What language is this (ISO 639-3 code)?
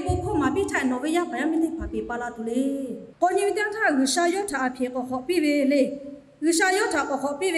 lhu